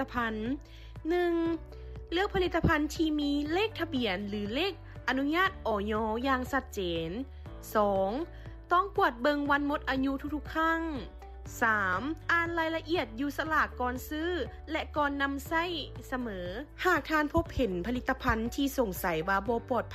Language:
Lao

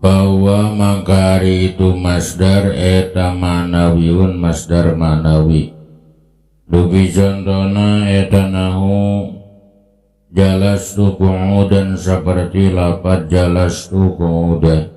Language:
Sundanese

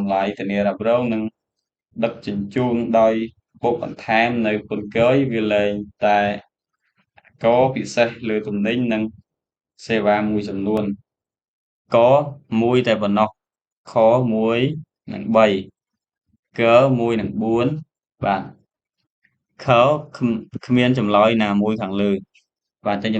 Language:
Khmer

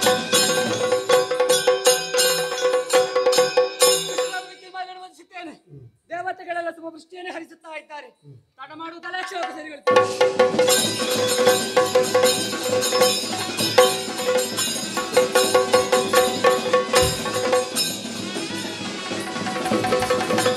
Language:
Kannada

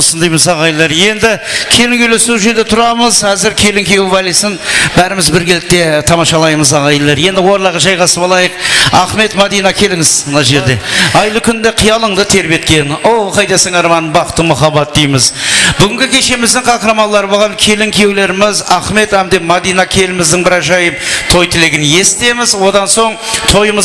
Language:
Kara-Kalpak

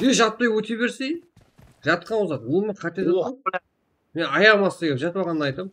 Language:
Kara-Kalpak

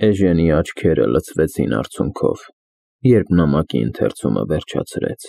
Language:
Armenian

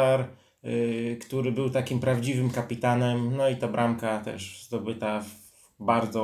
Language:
Polish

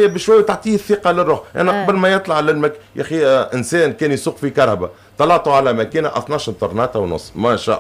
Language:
Tunisian Arabic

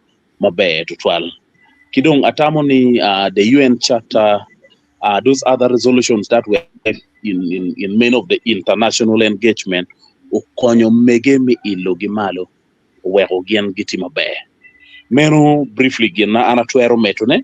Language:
Acoli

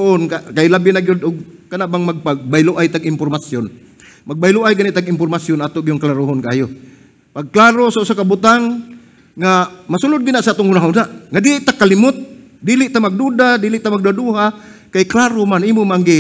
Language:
Cebuano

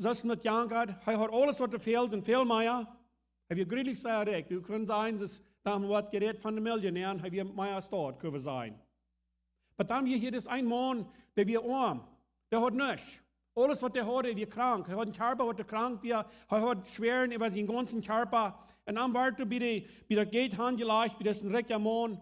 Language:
Plautdietsch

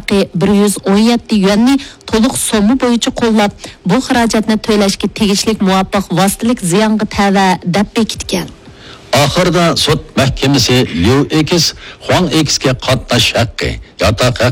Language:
Uyghur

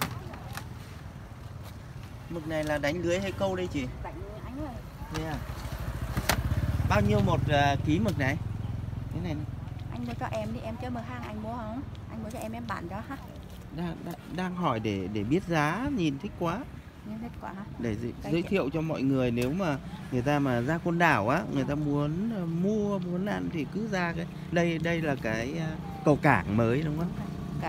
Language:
Vietnamese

